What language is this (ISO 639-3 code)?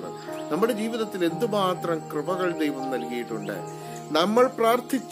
mal